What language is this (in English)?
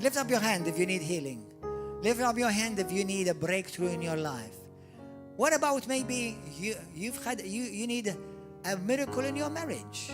English